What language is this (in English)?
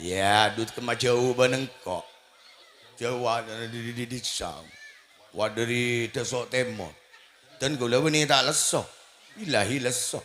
Madurese